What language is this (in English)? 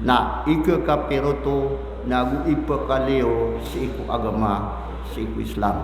Maranao